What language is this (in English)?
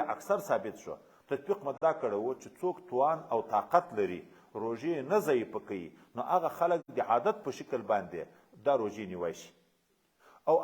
Pashto